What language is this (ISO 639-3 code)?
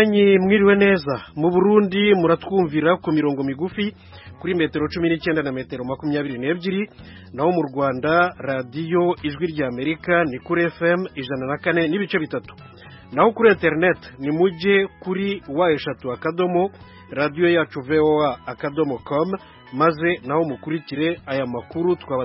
kin